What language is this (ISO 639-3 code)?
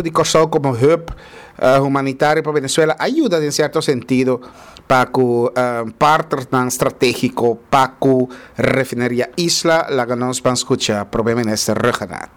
pap